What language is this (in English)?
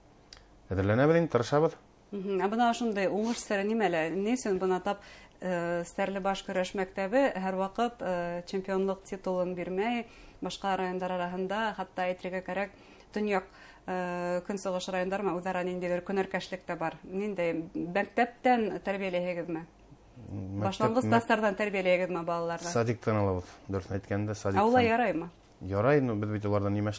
Bashkir